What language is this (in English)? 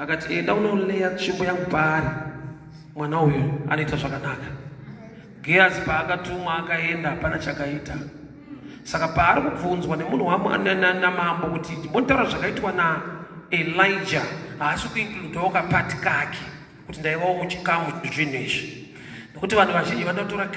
Shona